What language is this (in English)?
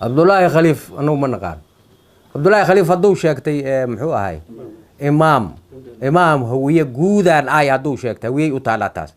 Somali